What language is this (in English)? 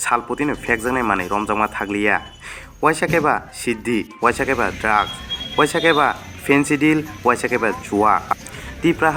Kok Borok